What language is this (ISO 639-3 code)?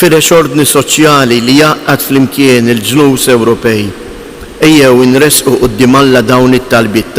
mlt